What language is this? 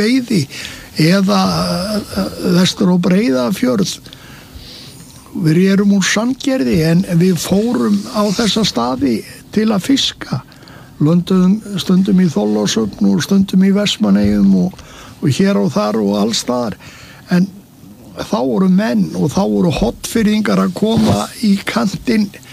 Icelandic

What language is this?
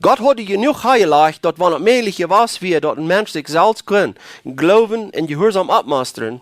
Plautdietsch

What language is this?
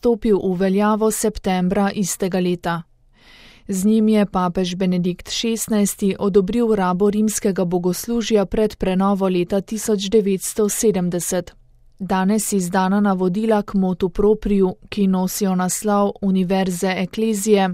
Slovenian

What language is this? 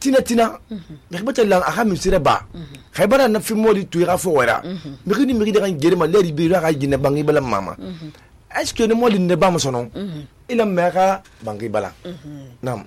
Susu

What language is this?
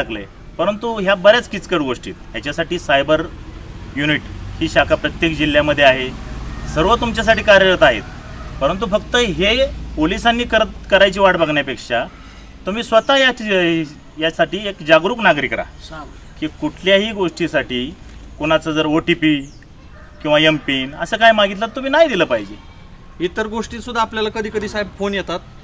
Marathi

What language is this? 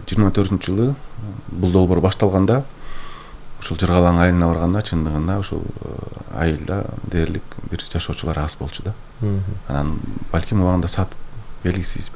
Kyrgyz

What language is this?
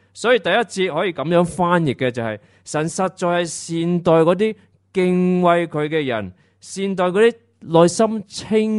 Cantonese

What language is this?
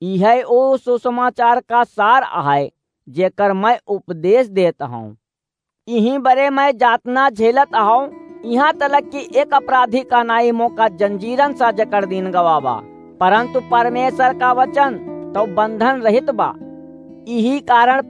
Awadhi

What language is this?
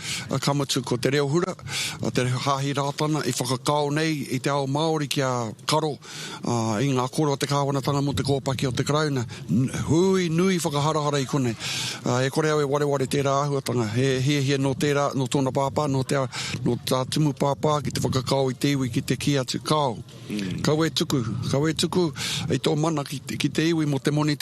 Māori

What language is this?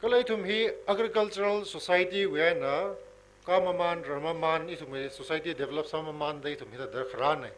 Tangkhul Naga (India)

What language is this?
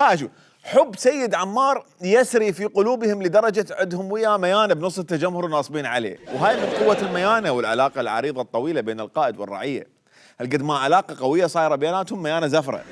Mesopotamian Arabic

